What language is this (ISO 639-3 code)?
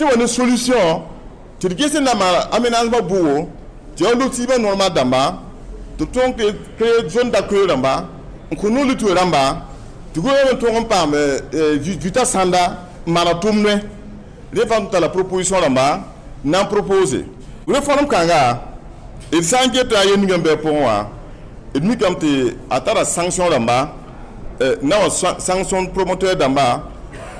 mos